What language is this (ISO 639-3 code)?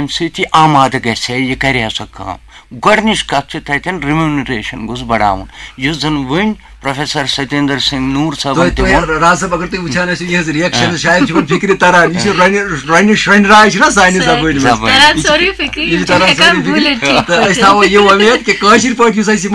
kas